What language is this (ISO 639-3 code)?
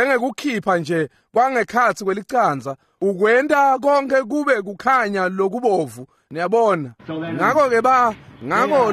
ssw